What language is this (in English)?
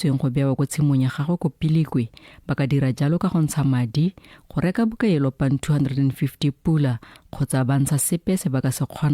Tswana